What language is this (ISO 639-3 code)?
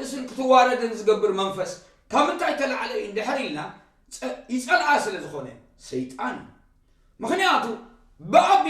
tir